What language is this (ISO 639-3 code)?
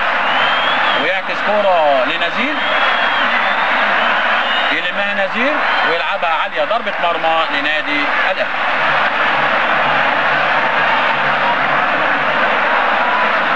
arz